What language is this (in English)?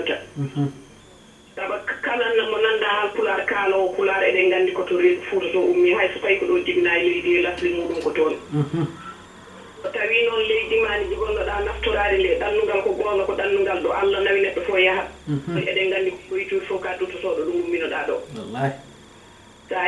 Fula